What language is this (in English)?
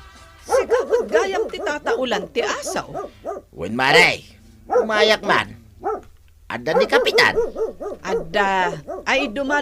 Iloko